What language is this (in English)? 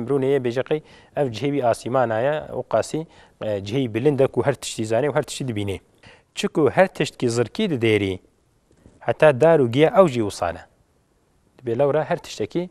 Kurdish